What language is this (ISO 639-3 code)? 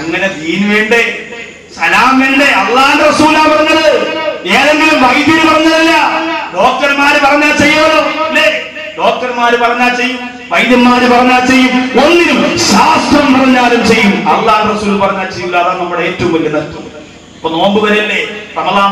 mal